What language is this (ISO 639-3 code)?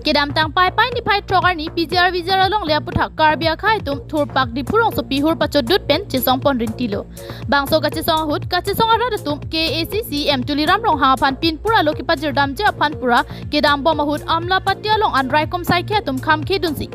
mjw